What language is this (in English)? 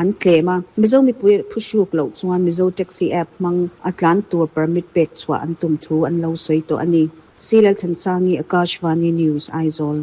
Mizo